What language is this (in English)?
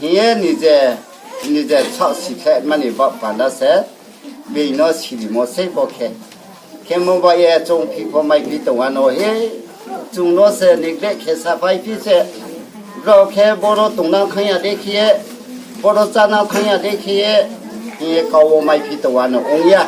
Riang (India)